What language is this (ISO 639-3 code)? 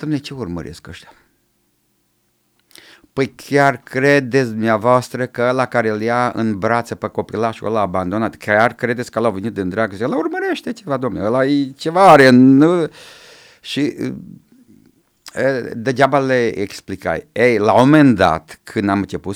ron